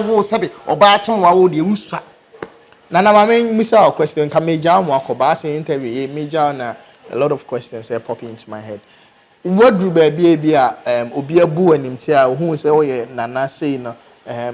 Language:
Akan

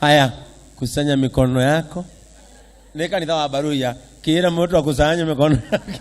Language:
Kikuyu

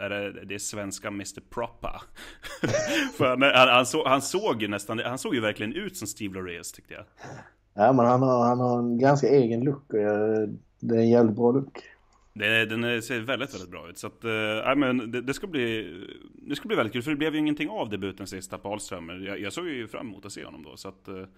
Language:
Swedish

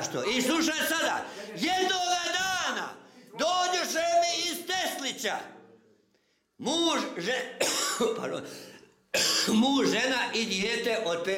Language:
Croatian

